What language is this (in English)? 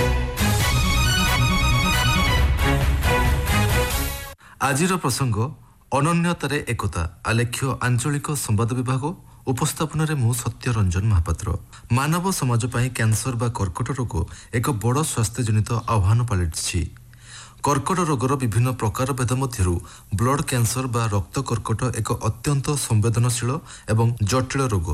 Odia